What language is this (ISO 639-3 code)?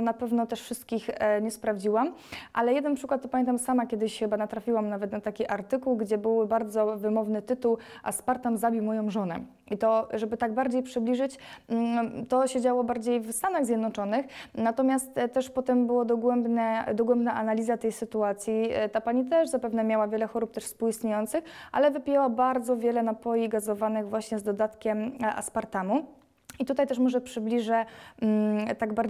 pol